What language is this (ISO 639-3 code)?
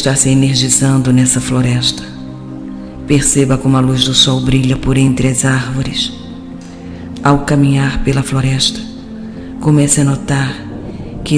por